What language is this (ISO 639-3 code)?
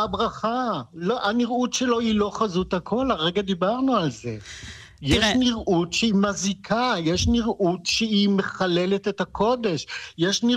heb